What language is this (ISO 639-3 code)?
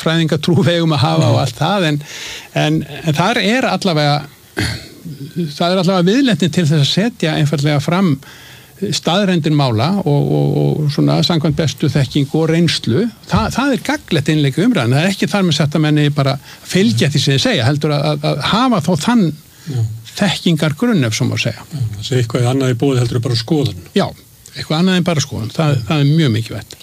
isl